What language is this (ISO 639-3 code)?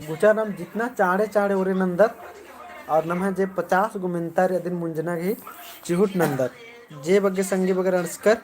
kru